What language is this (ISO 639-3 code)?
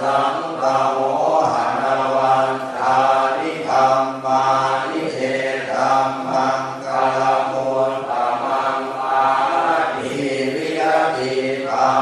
pli